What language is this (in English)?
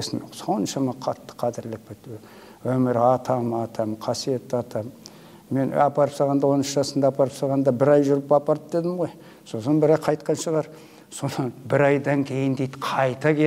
Kazakh